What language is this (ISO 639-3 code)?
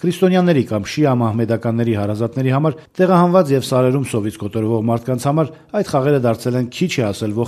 hye